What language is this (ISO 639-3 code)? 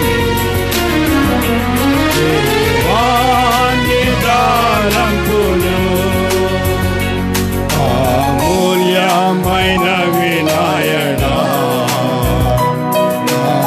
tel